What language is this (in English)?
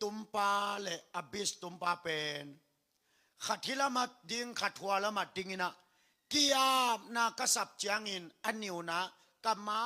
Tedim Chin